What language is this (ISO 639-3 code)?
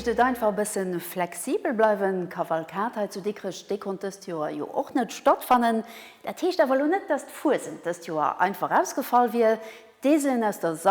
ltz